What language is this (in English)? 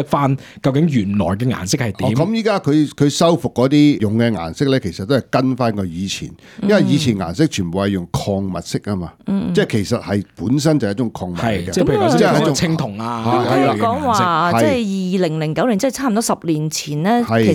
Cantonese